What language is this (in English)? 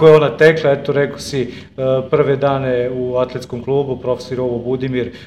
Serbian